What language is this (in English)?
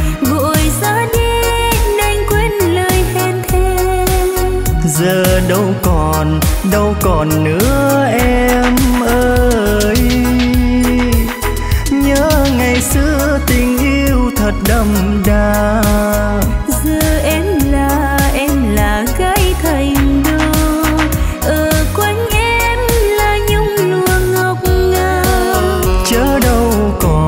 Vietnamese